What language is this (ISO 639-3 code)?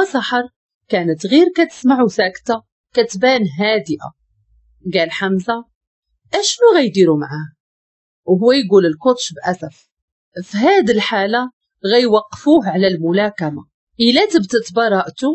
ary